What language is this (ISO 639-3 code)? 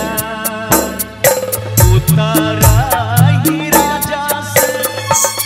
mai